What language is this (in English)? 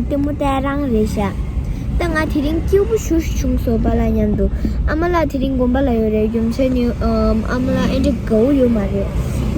Tibetan